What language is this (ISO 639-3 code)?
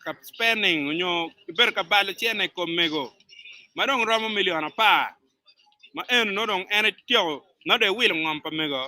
ach